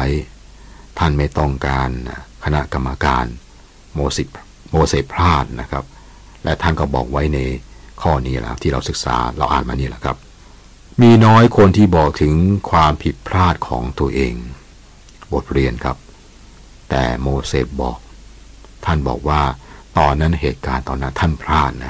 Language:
Thai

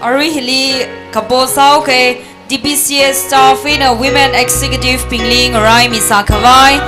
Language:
Tangkhul Naga (India)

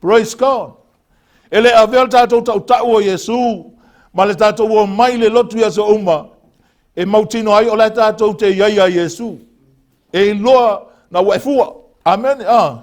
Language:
Samoan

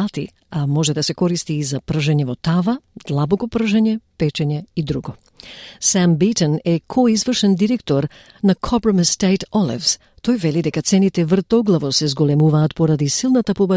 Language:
Macedonian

